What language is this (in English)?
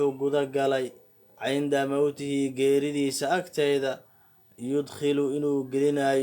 Somali